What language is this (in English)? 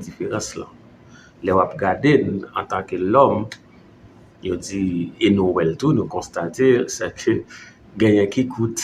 Haitian Creole